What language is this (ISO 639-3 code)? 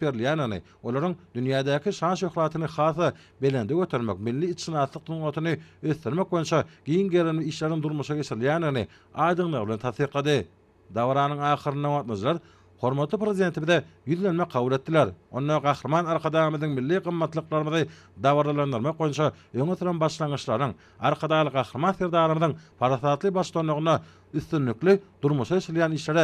tuk